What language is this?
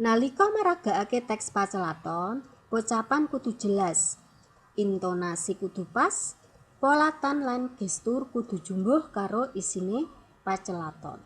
Javanese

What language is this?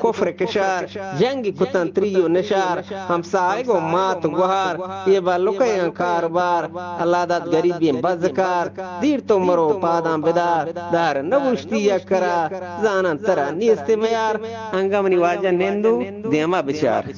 Eastern Balochi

